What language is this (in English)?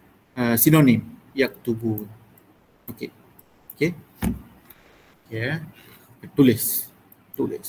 Malay